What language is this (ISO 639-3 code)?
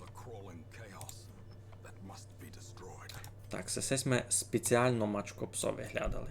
rue